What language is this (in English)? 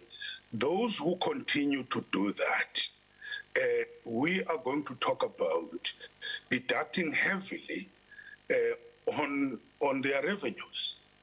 English